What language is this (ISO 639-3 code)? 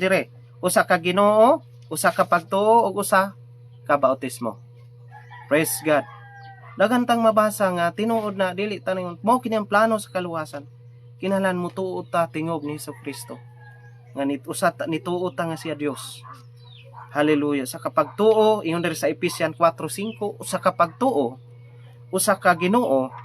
ceb